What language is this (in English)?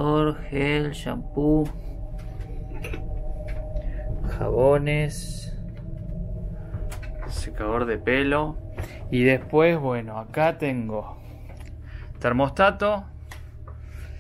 Spanish